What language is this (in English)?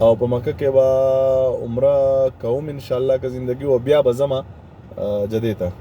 Pashto